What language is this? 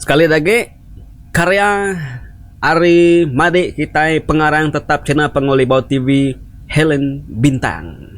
Iban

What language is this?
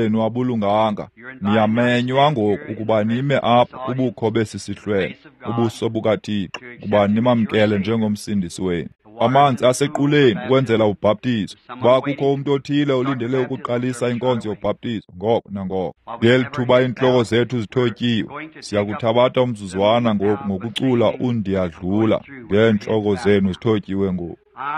Xhosa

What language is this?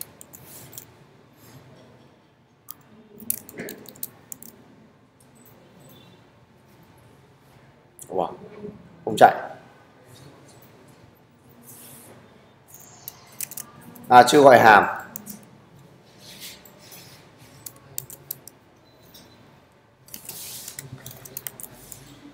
Vietnamese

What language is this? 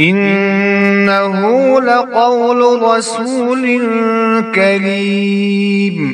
Kashmiri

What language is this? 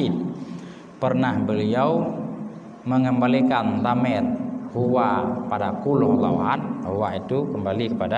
Achinese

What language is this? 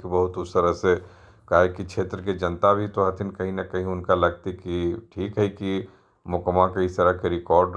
Magahi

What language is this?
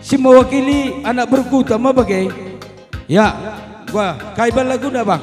Batak Karo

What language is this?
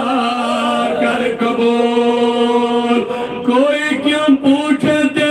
Kashmiri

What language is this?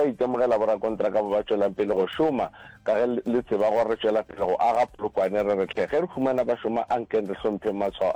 Northern Sotho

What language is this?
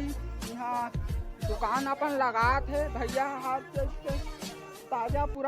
Chhattisgarhi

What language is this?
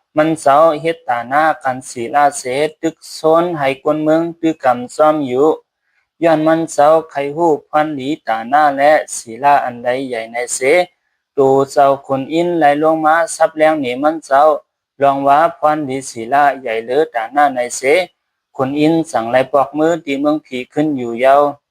Shan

